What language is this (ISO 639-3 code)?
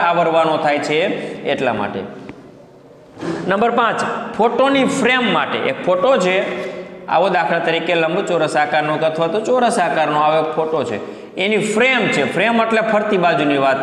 guj